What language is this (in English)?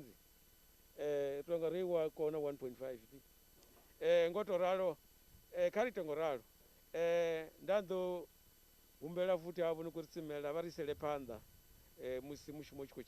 Venda